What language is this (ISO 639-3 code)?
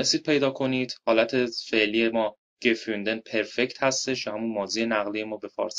fas